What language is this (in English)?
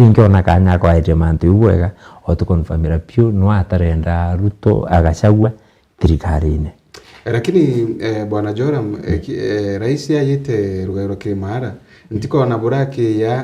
Meru